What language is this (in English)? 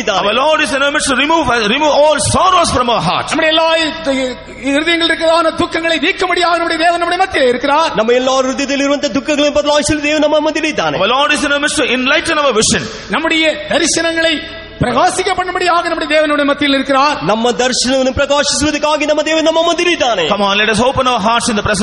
Tamil